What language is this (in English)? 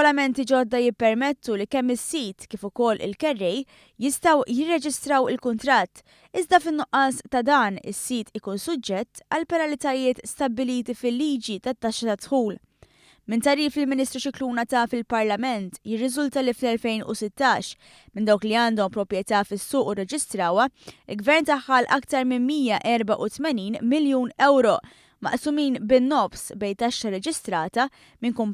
Maltese